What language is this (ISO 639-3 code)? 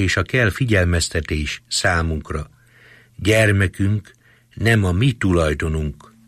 hun